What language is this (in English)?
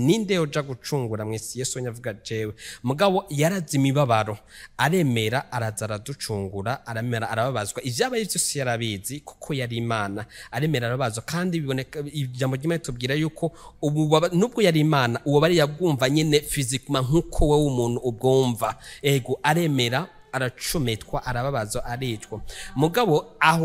Rundi